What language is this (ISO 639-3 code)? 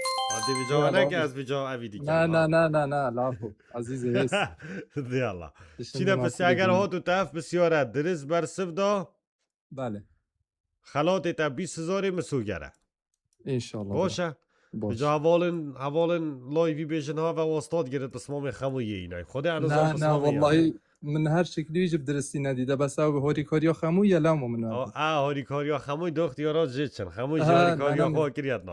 kur